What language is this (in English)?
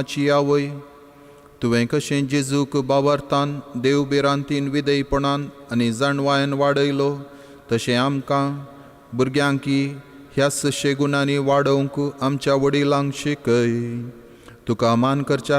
Konkani